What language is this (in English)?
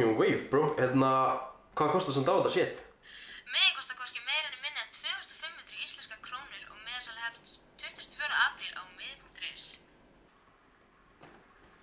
Icelandic